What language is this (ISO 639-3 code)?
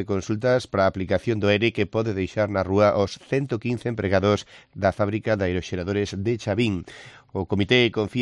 glg